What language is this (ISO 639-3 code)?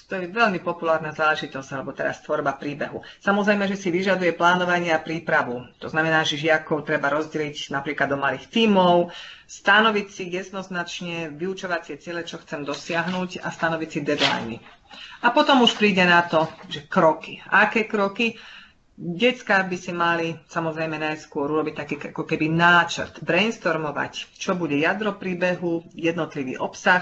slk